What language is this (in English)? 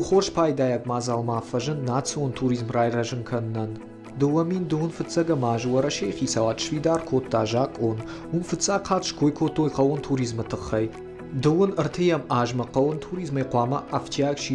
Ossetic